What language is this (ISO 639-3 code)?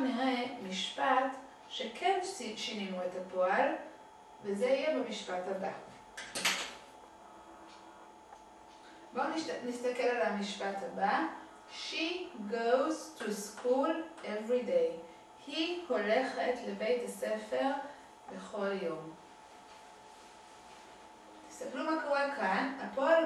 heb